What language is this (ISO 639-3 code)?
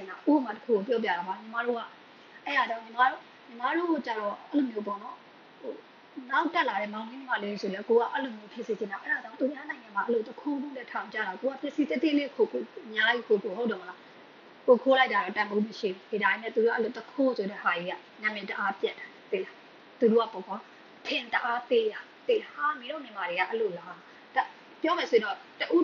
mya